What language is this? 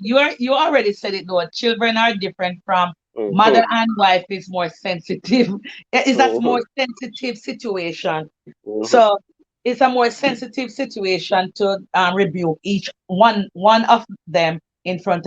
Jamaican Creole English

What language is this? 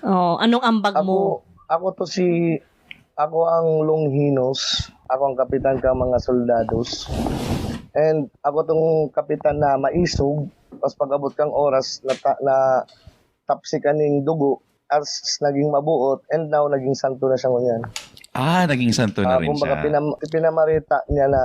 Bikol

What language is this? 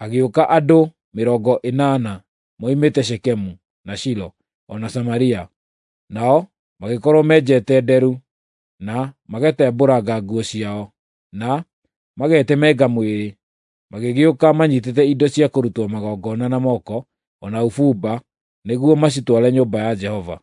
Kikuyu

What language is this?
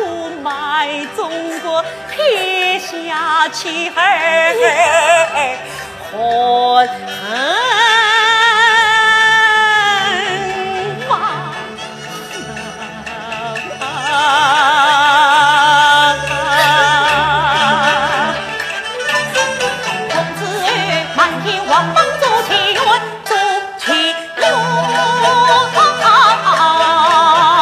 Chinese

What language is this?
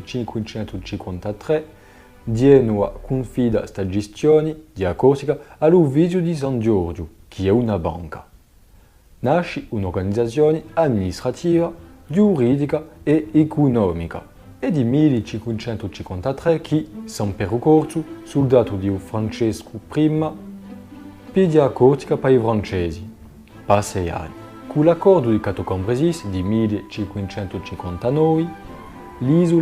Corsican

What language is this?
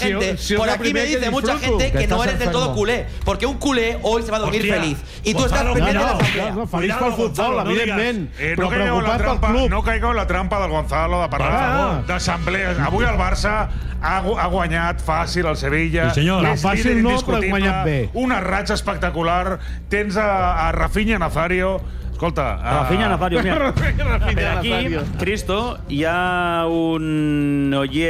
Catalan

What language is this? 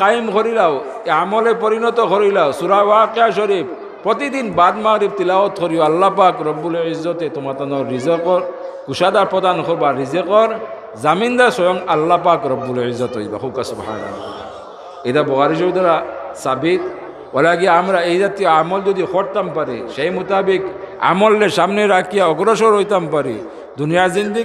Sylheti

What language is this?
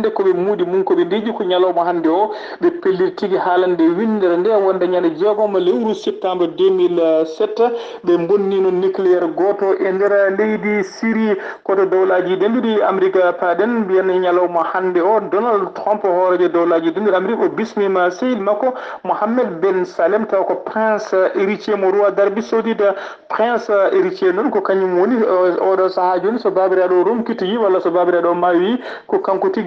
Fula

